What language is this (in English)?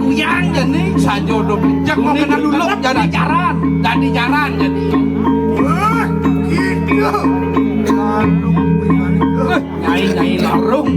Balinese